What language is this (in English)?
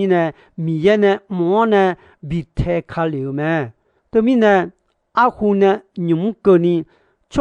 Akha